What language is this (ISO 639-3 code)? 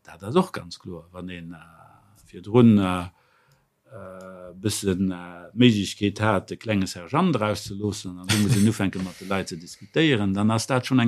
ltz